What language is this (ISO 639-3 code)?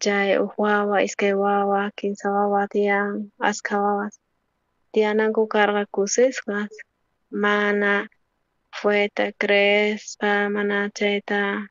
quh